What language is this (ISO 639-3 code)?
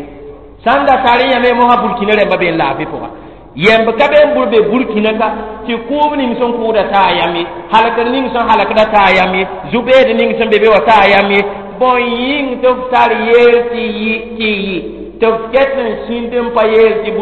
mos